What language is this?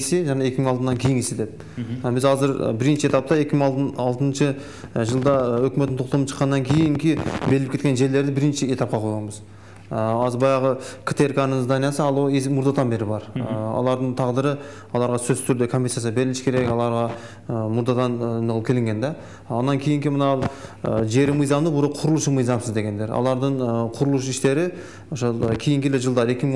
Kyrgyz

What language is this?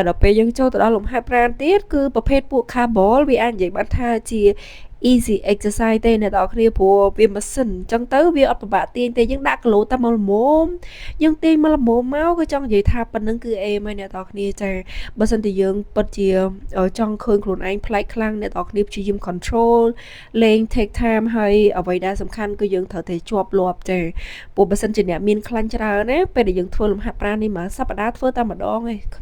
Khmer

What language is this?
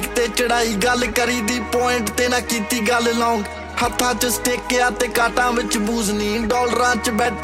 Punjabi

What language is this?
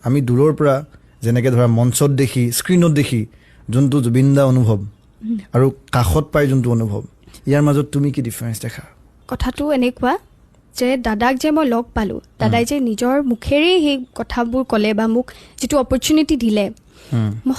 Assamese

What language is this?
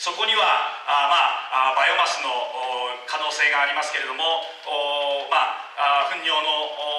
Japanese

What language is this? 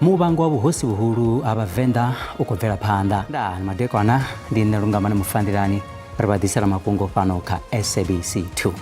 Venda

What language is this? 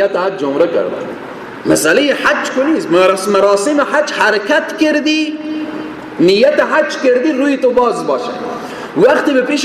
Persian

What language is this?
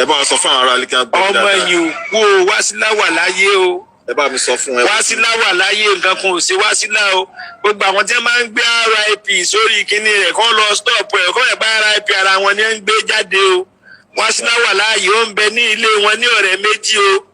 Yoruba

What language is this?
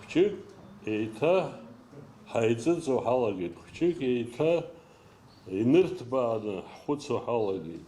Abkhazian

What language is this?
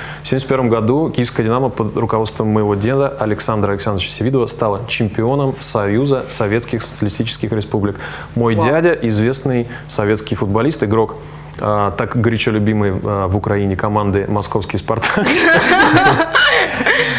Russian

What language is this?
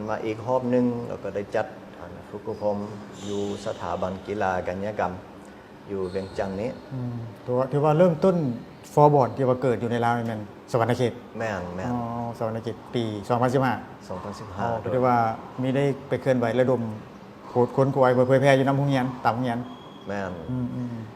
Lao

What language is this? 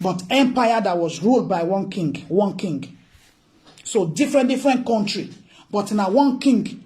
Nigerian Pidgin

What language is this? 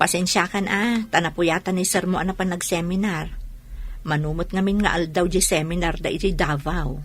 Iloko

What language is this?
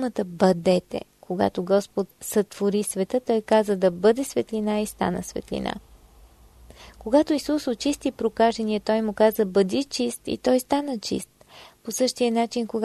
Bulgarian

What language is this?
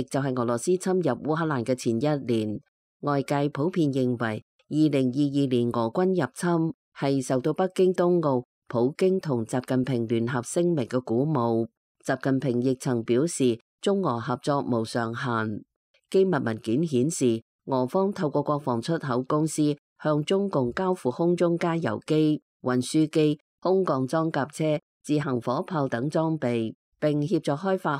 Cantonese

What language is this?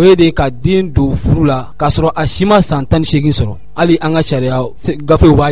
Bambara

